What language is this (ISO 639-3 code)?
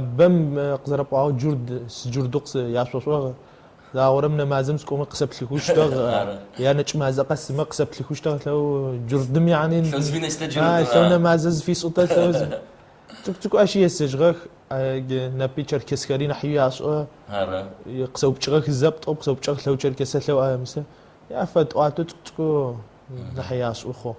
ady